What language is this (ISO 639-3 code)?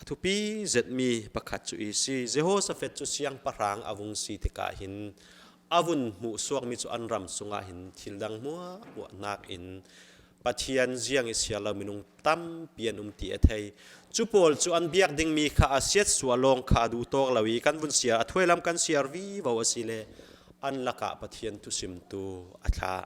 cfm